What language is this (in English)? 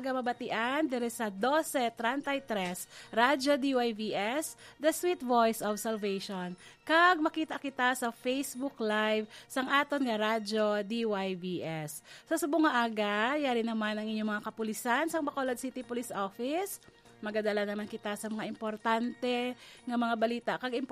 Hiligaynon